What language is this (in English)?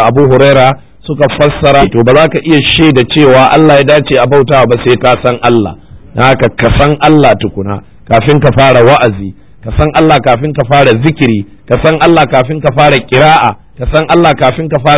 Hausa